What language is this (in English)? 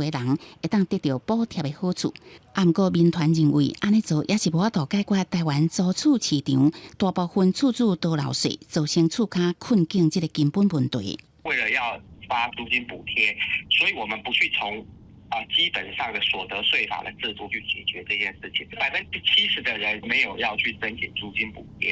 Min Nan Chinese